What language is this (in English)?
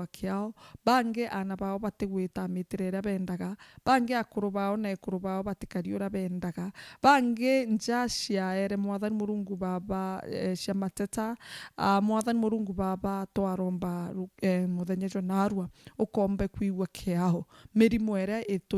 Meru